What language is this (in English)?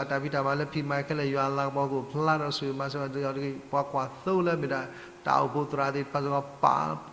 S'gaw Karen